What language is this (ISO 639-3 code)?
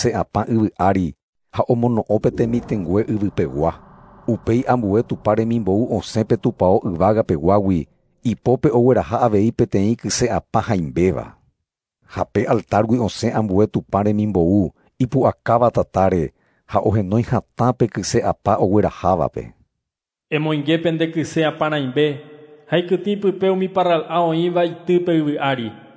grn